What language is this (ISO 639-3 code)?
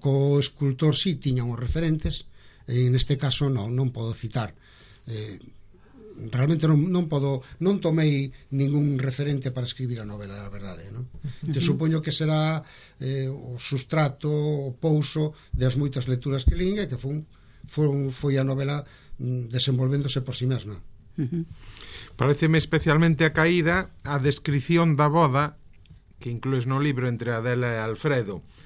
glg